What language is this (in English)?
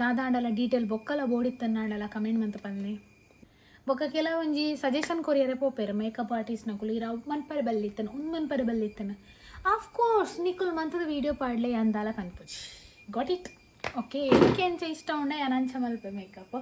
Tulu